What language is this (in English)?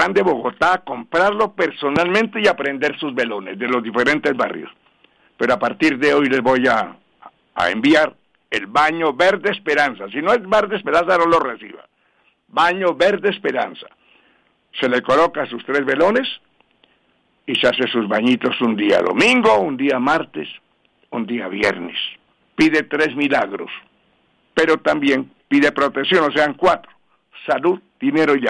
Spanish